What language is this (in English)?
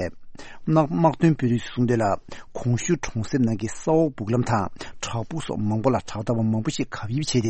Tibetan